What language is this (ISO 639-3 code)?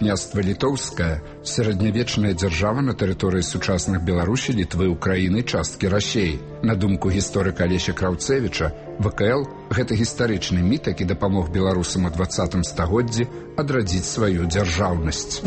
bel